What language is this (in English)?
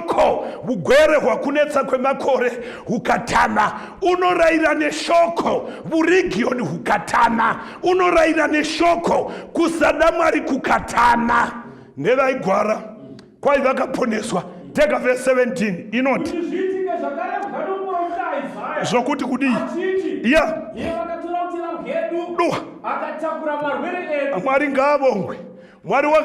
Shona